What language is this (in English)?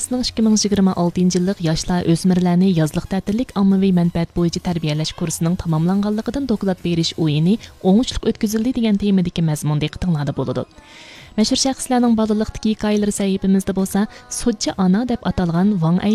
Uyghur